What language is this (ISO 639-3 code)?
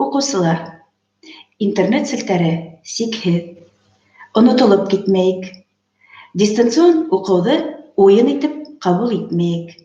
bak